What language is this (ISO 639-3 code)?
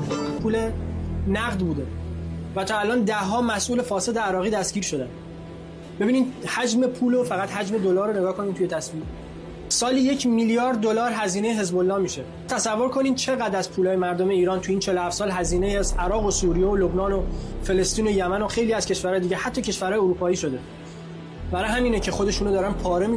fas